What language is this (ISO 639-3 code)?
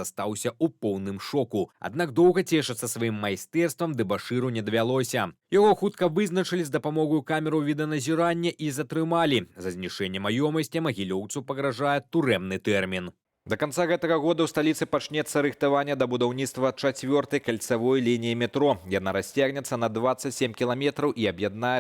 bel